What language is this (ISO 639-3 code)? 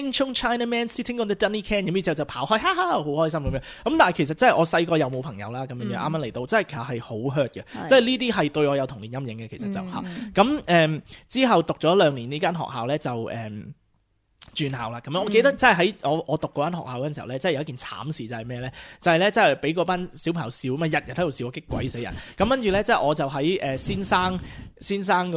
yue